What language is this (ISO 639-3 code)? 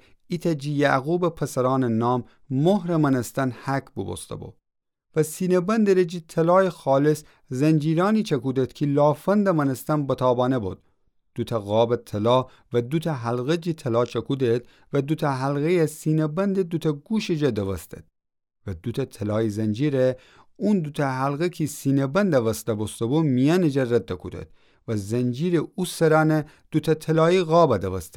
glk